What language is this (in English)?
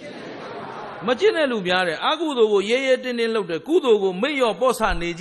Burmese